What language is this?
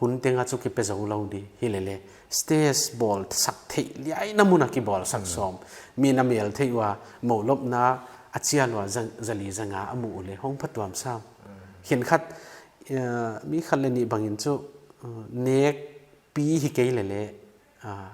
Paite Chin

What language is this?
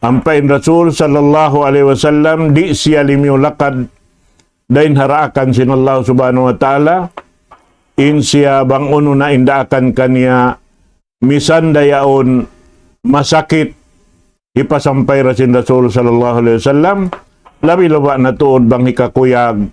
Tausug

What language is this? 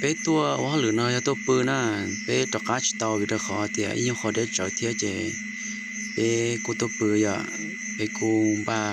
Hmong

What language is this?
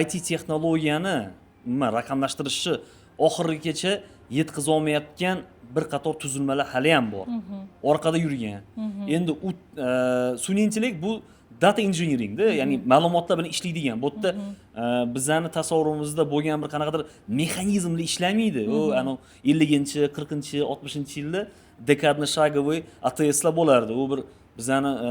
Uzbek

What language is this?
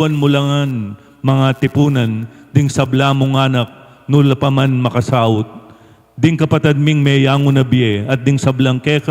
Pampanga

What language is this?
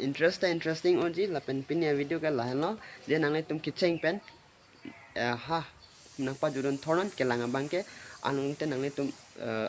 Karbi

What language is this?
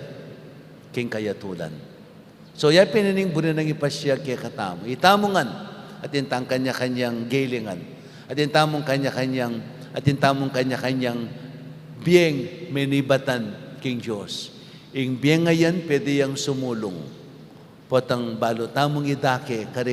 Pampanga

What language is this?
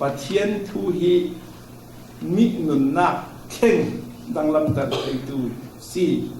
Falam Chin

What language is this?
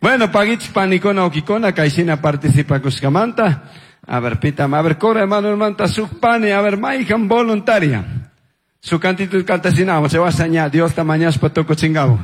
Chimborazo Highland Quichua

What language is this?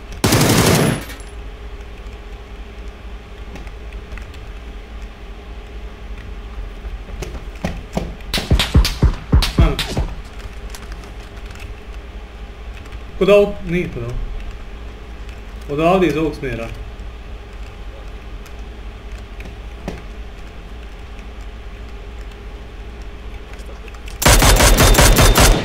Croatian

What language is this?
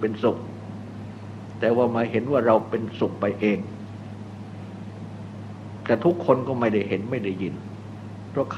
Thai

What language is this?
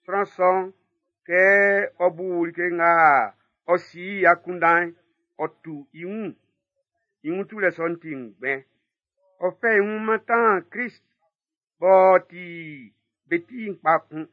Baoulé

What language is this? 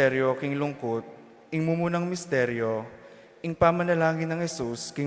Pampanga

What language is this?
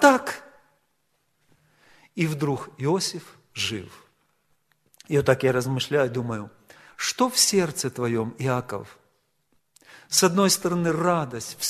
Russian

